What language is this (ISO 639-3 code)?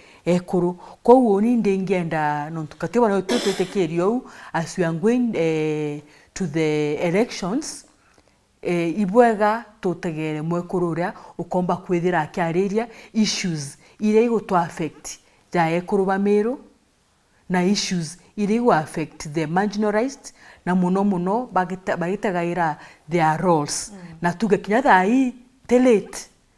mer